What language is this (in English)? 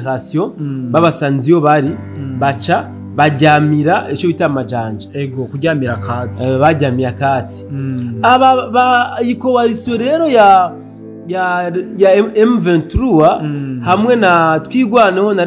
Rundi